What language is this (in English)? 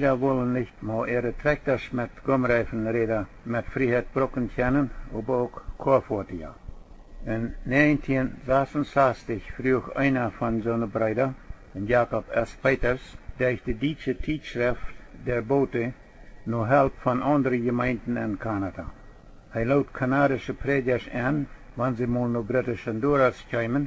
Plautdietsch